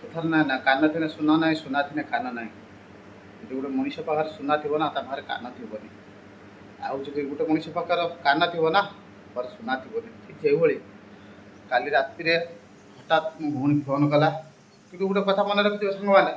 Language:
Odia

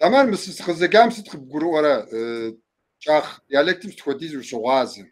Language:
Kabardian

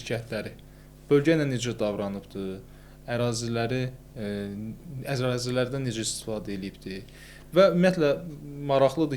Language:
Azerbaijani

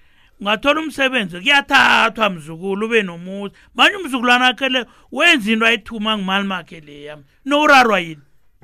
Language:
South Ndebele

